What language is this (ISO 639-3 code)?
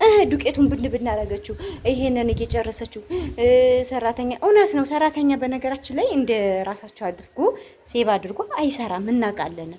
amh